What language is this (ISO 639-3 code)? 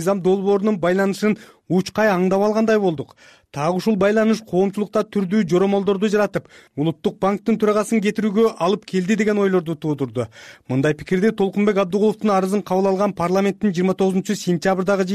kir